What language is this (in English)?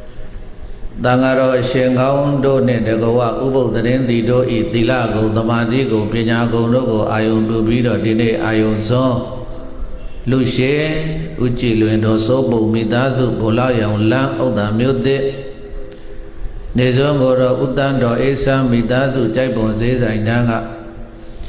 Burmese